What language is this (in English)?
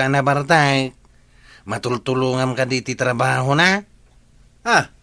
Iloko